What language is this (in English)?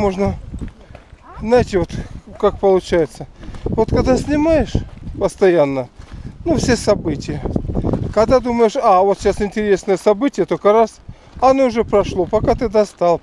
Russian